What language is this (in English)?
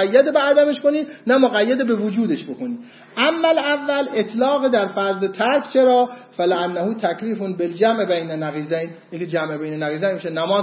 Persian